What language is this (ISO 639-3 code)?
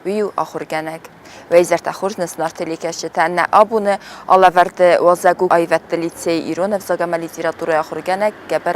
oss